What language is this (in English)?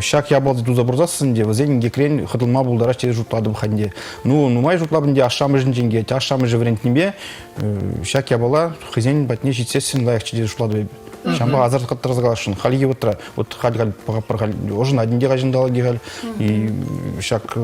Chuvash